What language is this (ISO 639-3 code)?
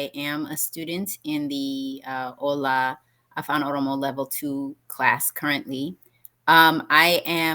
eng